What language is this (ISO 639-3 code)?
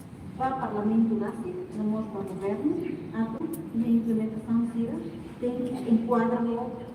tet